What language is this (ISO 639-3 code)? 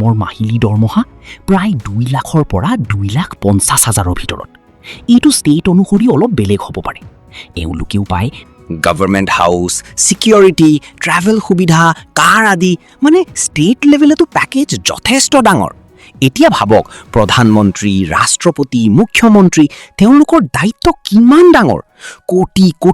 asm